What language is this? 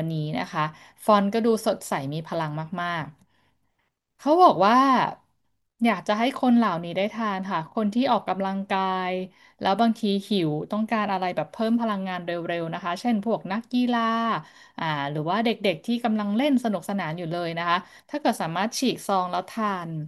Thai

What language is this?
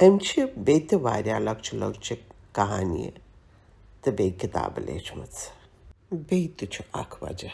Kashmiri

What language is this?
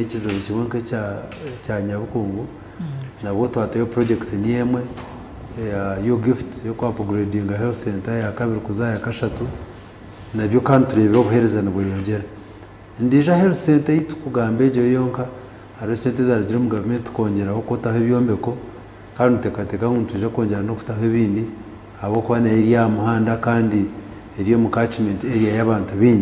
Nyankole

